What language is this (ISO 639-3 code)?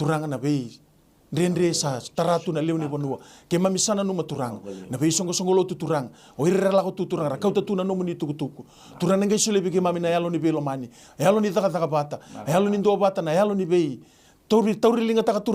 fij